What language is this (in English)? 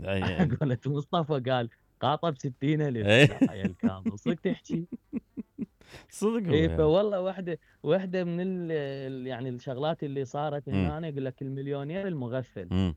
Mesopotamian Arabic